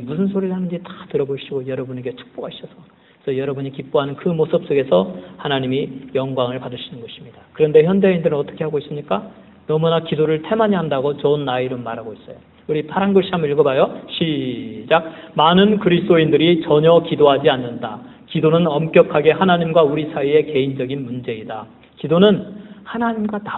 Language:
Korean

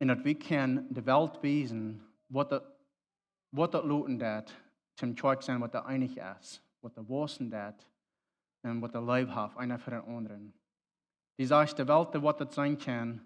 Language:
Plautdietsch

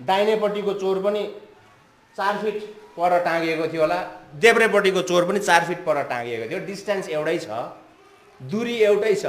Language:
Nepali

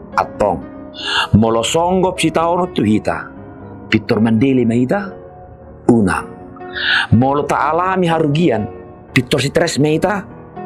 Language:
Batak Toba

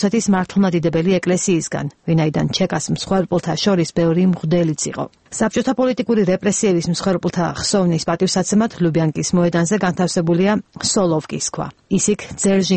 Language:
Georgian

